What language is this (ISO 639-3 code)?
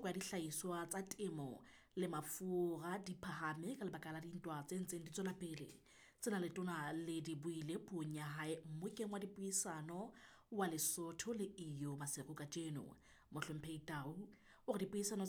sot